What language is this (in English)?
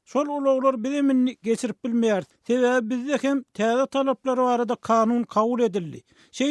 Turkmen